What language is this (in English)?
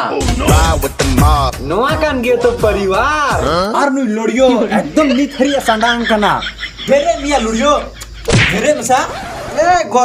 Santali